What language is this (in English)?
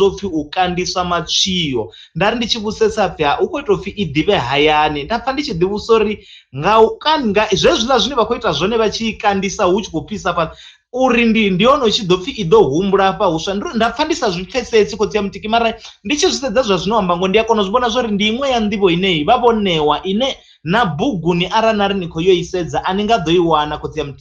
Venda